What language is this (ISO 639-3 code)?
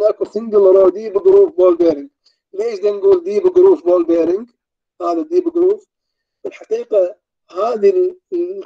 acm